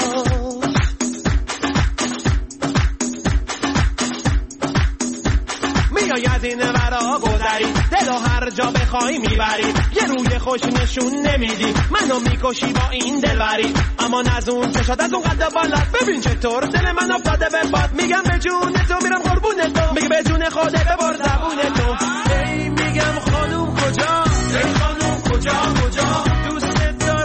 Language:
Persian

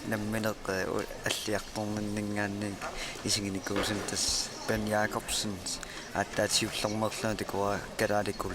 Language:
Kalaallisut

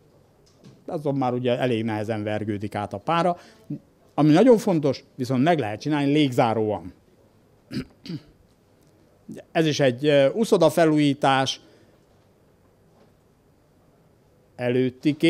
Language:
Hungarian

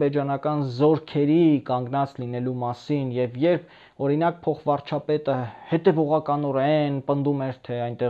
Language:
Armenian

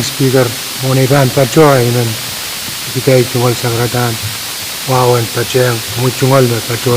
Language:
Pohnpeian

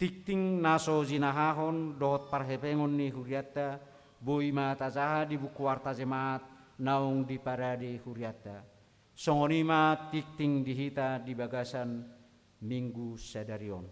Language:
Batak Toba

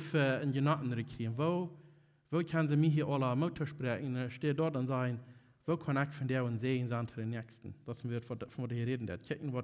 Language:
Plautdietsch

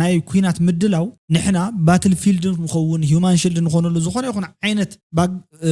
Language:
Tigrinya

